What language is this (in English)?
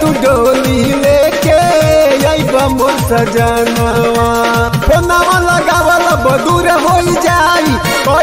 Bhojpuri